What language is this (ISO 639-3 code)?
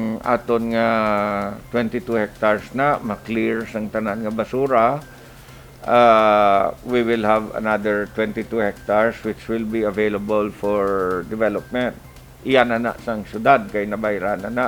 hil